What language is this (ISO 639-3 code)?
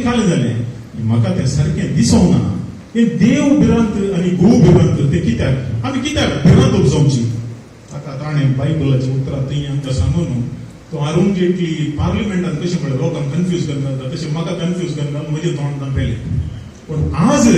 kok